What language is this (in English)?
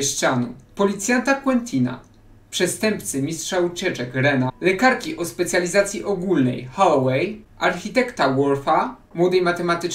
Polish